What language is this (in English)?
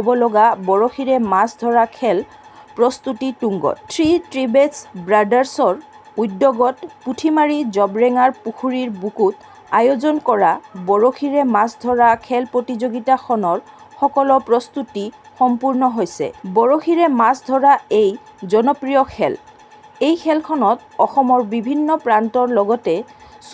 Assamese